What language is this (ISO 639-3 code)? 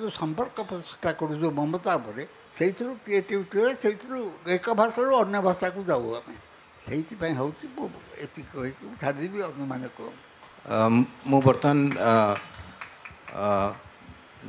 ori